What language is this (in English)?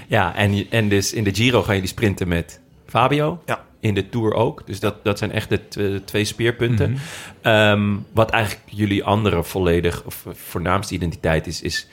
Dutch